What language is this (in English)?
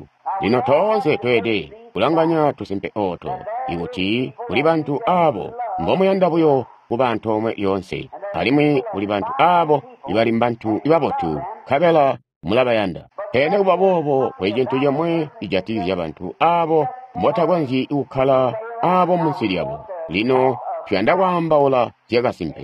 Tonga (Zambia)